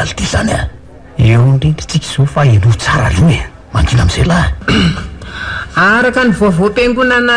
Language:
Malagasy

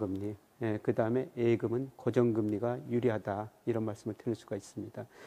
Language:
Korean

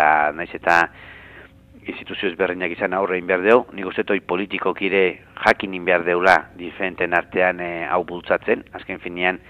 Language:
Basque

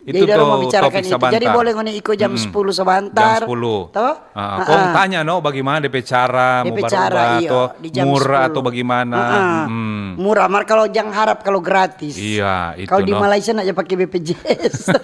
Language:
Manado Malay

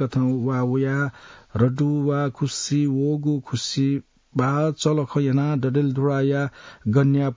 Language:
Newari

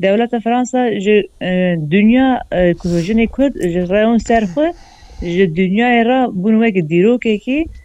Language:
Kurdish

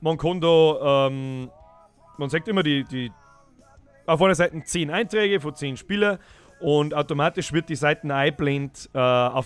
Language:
Bavarian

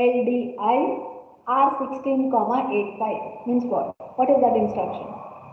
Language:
English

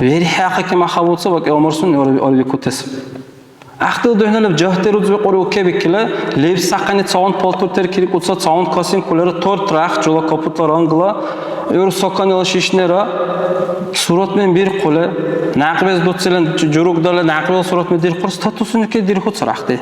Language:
Dargwa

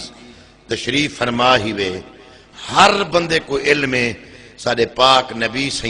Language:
Saraiki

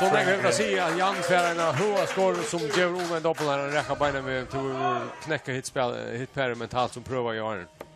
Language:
Faroese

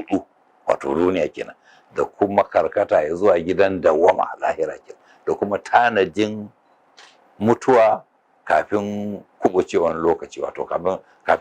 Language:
Hausa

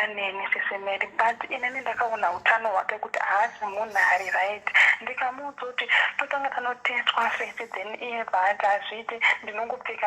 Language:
Shona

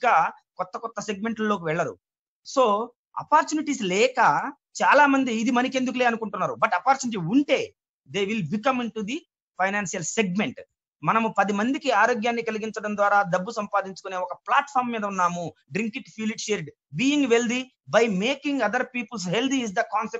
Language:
Telugu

